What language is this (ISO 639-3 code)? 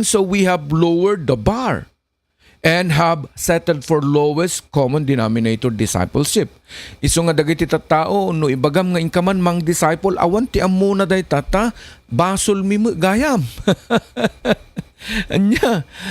ilo